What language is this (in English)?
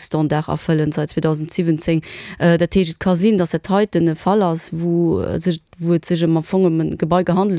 Luxembourgish